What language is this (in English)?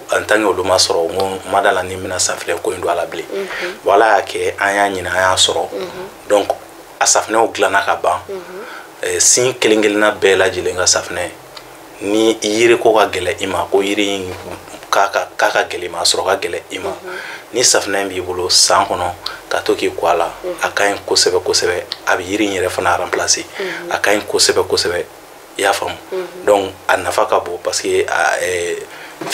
Bambara